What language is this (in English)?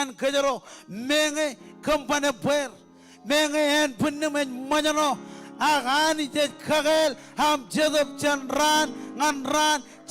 Marshallese